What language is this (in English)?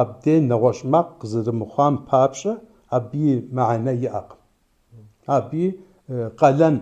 Kabardian